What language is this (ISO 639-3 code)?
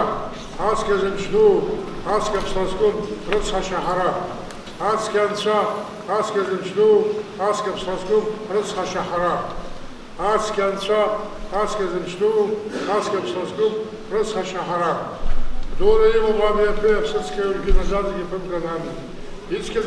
abk